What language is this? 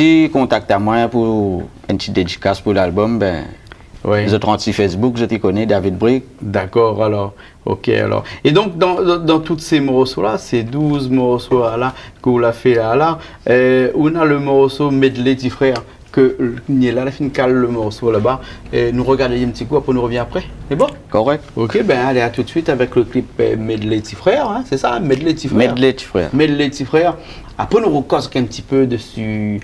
Réunion Creole French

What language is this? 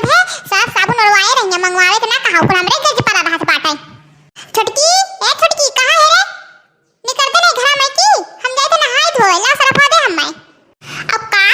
Awadhi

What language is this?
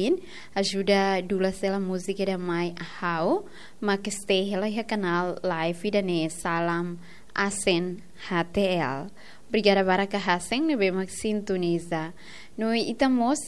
Tetum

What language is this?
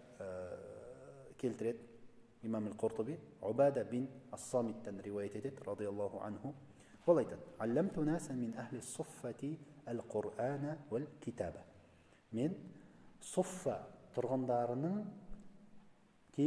Kazakh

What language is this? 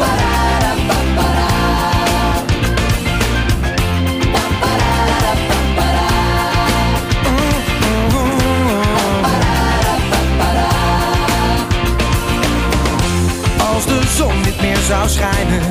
Dutch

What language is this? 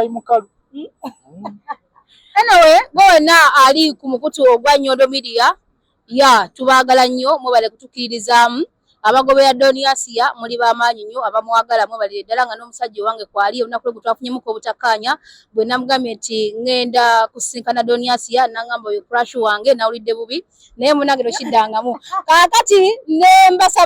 Ganda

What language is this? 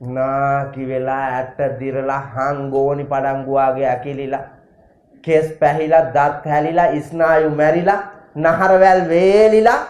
Sinhala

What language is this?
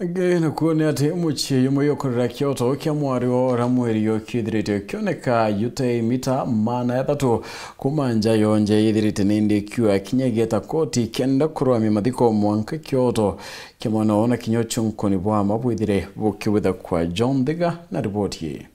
Meru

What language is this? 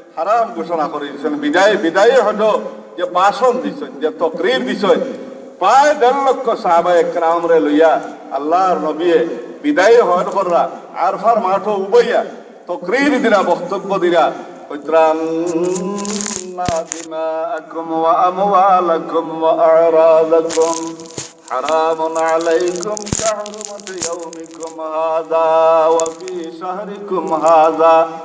Sylheti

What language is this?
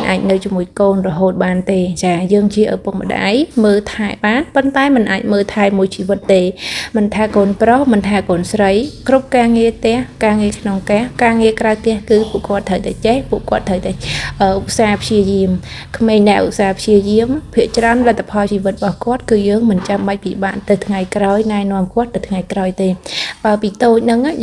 Khmer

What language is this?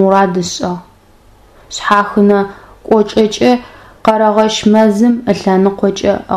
Adyghe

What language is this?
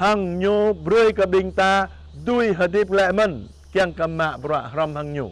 Jarai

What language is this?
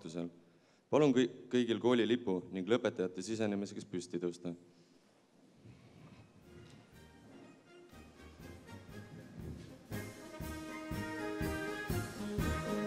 Estonian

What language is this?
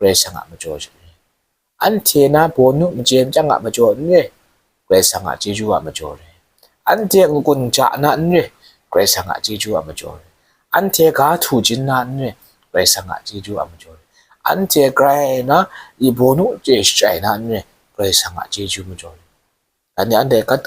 Kachin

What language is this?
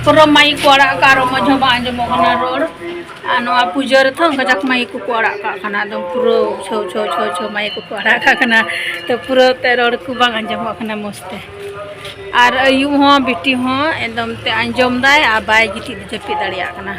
Santali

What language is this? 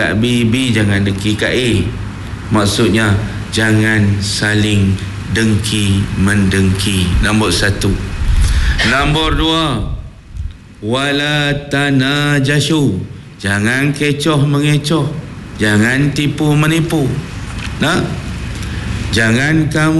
Malay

